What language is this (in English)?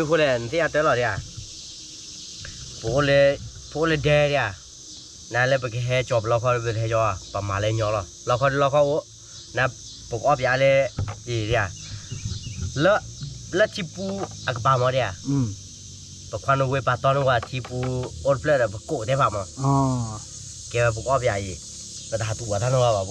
S'gaw Karen